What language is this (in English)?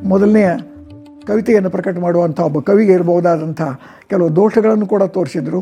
Kannada